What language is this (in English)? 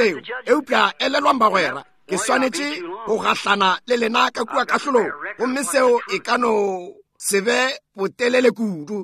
Northern Sotho